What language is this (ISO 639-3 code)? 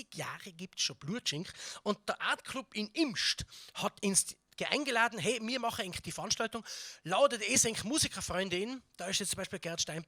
bar